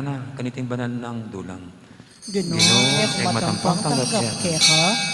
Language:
Pampanga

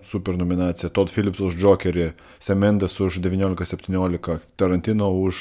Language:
Lithuanian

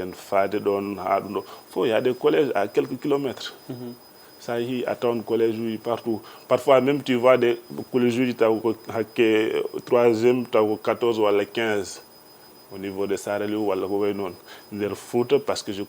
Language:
Fula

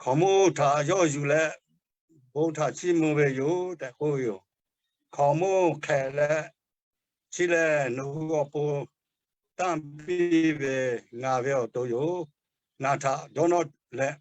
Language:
Lahu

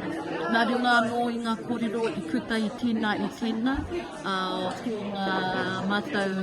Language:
Māori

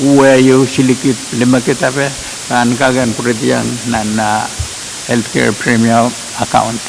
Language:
Pohnpeian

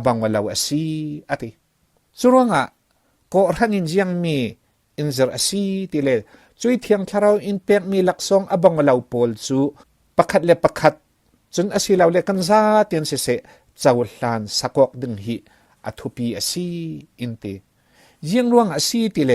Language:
Falam Chin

